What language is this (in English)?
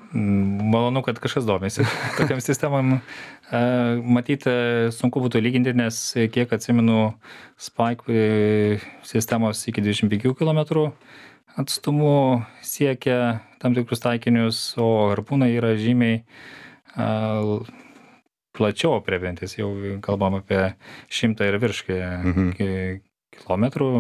Lithuanian